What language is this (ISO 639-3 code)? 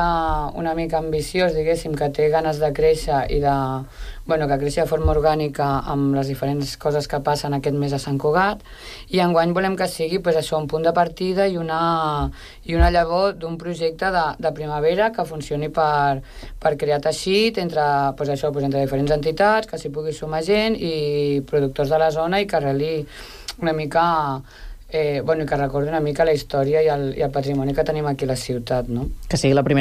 cat